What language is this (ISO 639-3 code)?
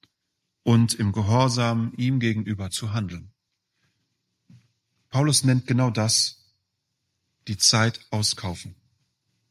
deu